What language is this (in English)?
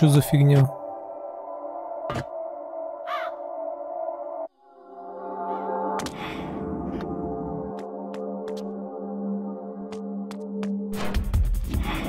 Russian